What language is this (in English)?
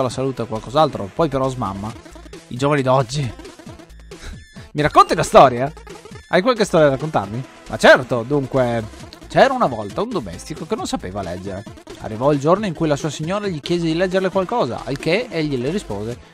Italian